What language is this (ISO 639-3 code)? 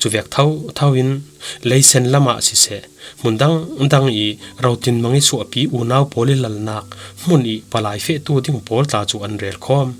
cfm